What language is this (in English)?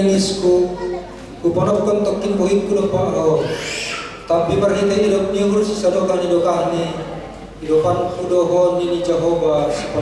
Batak Simalungun